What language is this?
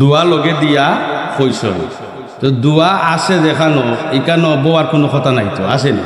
Sylheti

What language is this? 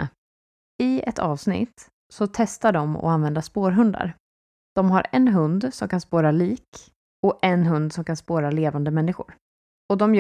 Swedish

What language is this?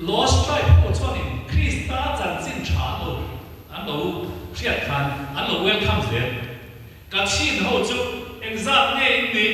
Mizo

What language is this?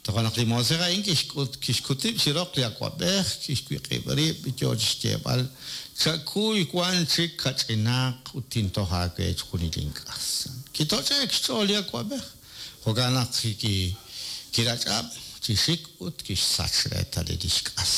Kekchí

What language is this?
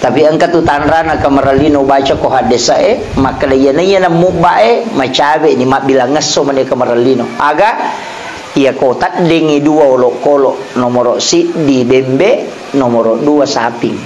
Buginese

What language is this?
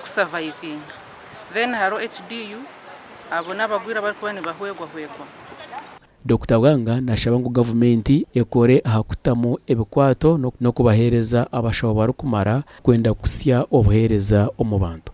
Nyankole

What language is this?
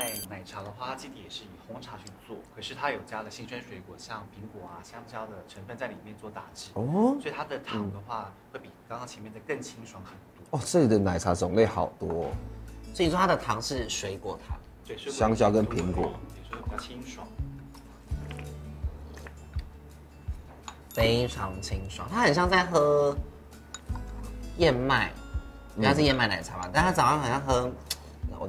Chinese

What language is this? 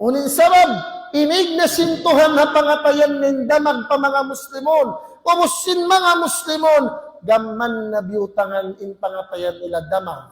Tausug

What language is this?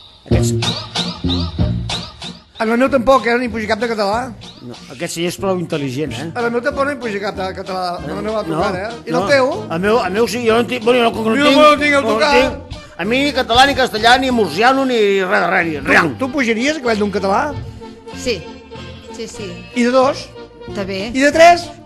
Catalan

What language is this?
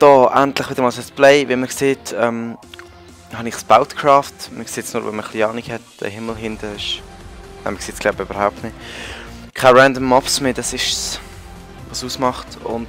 Swiss German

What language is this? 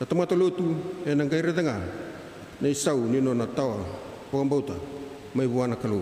Fijian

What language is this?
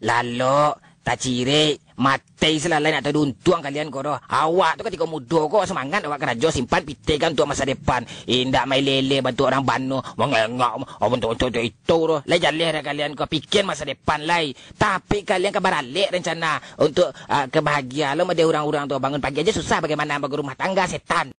Minangkabau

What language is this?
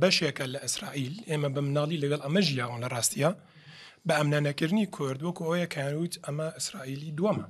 Central Kurdish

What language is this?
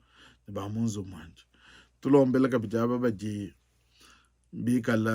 Luba-Lulua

